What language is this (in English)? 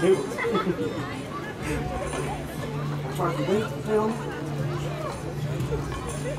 Dutch